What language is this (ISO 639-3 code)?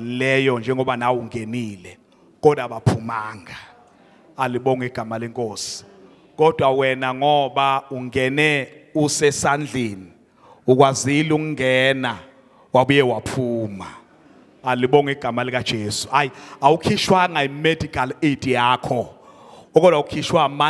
zul